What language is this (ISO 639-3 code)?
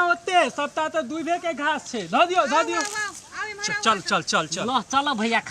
mai